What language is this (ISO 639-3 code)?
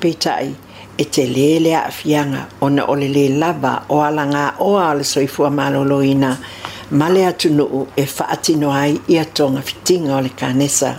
smo